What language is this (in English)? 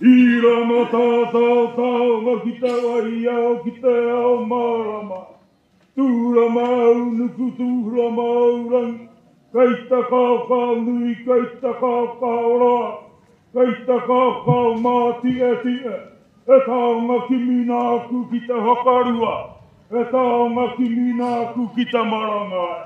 Māori